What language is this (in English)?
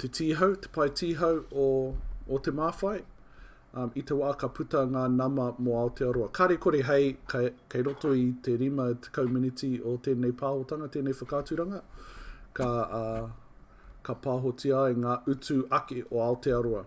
Māori